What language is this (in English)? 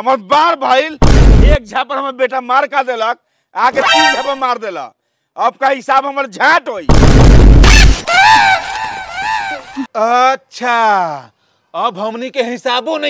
Bhojpuri